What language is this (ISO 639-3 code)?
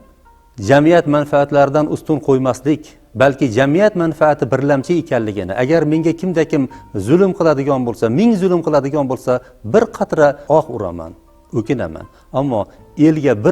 uzb